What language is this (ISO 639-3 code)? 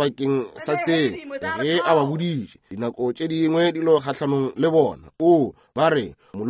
nso